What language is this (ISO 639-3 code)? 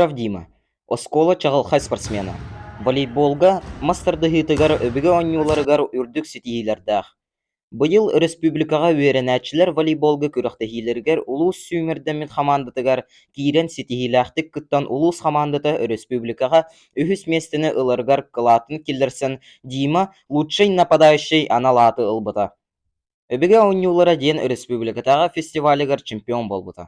sah